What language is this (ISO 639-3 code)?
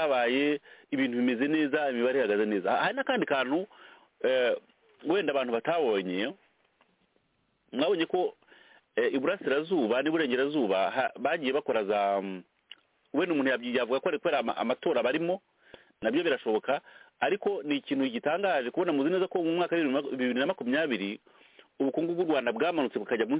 kin